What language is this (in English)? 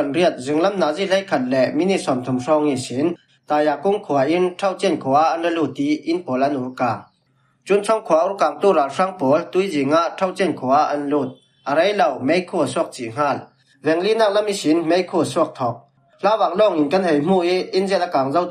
Falam Chin